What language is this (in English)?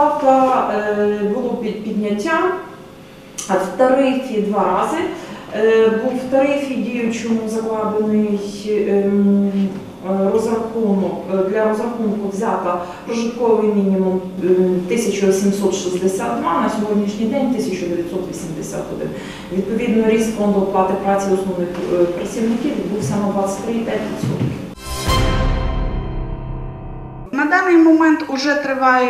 Ukrainian